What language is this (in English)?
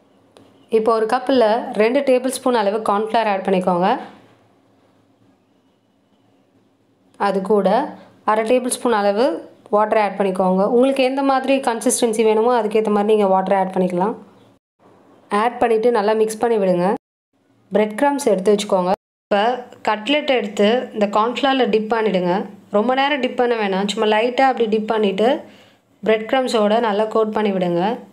Tamil